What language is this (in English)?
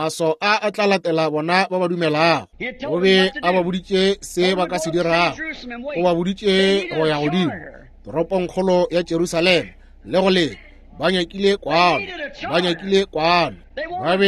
Northern Sotho